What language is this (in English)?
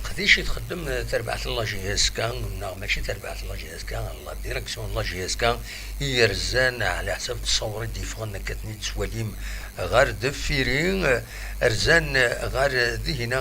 Kabyle